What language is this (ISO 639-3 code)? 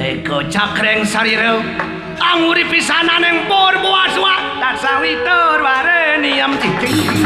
ban